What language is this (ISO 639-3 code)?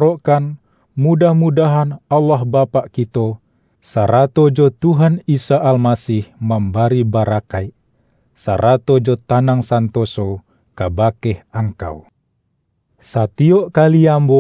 min